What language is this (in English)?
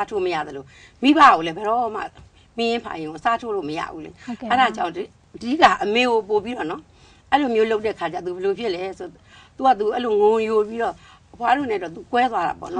Burmese